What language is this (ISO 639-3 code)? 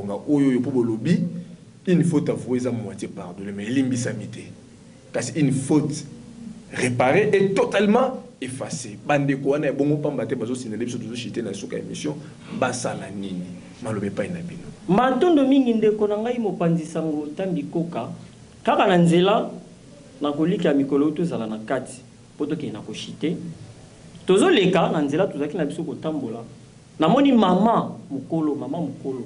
lin